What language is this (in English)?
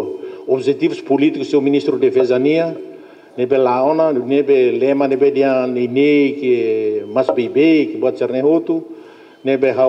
Tetum